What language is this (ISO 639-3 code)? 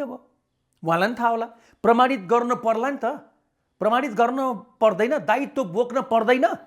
nep